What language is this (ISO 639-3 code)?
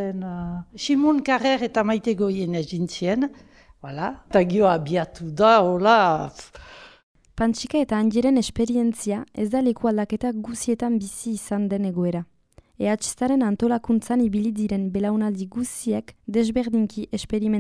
eus